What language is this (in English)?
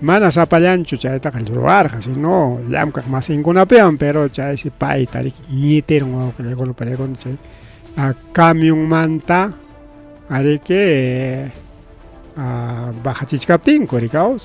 Ayacucho Quechua